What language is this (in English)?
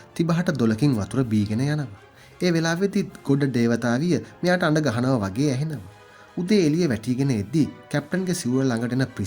Sinhala